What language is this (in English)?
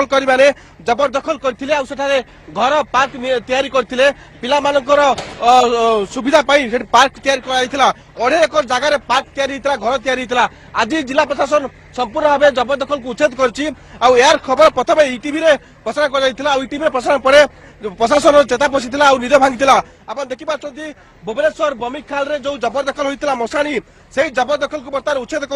Odia